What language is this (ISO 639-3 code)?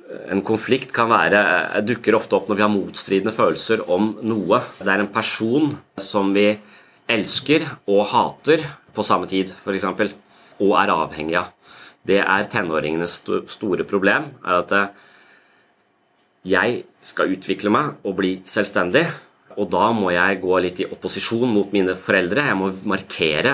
nor